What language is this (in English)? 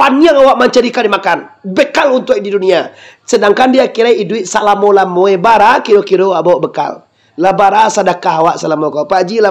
Minangkabau